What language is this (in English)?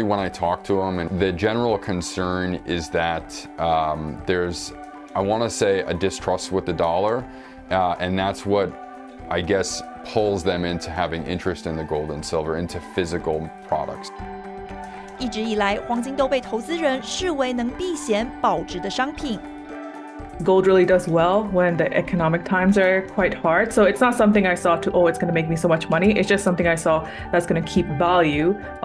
Chinese